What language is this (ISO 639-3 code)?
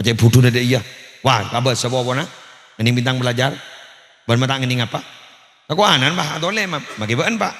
mad